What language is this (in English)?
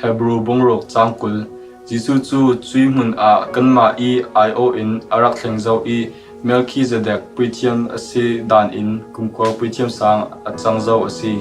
Falam Chin